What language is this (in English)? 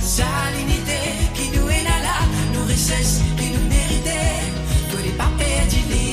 Morisyen